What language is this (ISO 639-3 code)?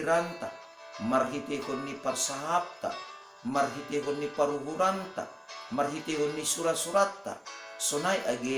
bts